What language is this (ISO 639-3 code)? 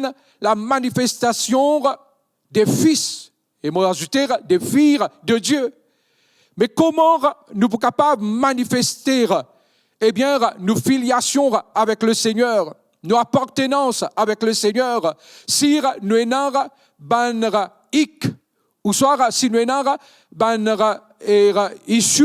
mfe